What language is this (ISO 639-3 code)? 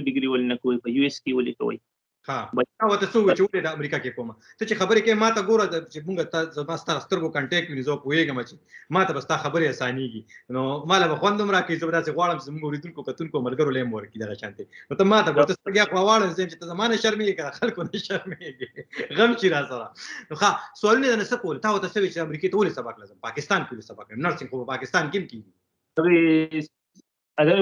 pus